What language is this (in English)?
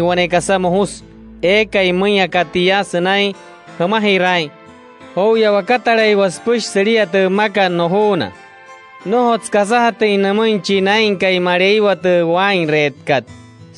Wayuu